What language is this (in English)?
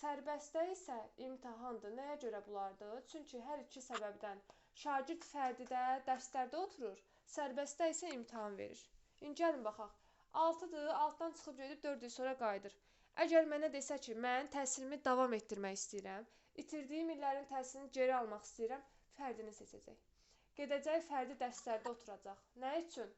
Azerbaijani